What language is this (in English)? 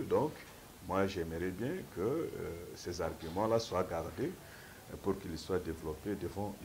French